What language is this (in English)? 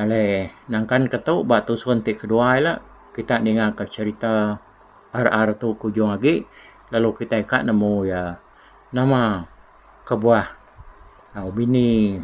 Iban